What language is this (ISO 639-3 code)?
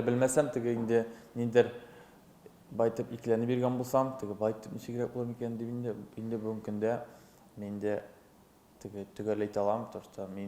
tat